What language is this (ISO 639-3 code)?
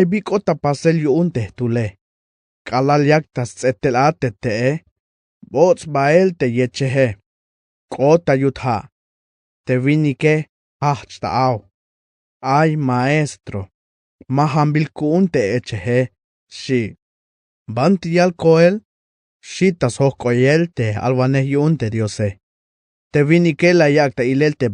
tzh